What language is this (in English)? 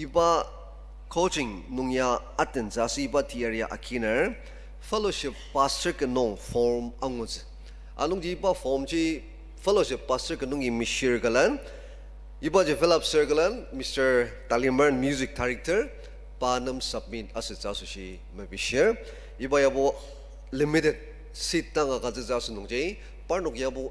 Ao Naga